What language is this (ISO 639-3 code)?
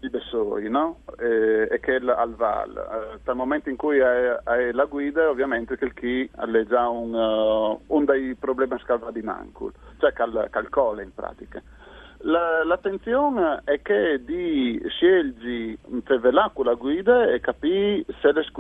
fur